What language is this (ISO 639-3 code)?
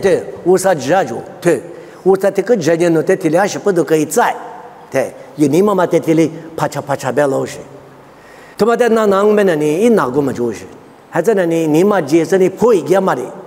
lis